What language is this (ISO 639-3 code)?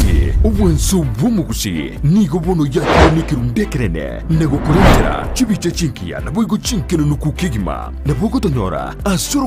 guz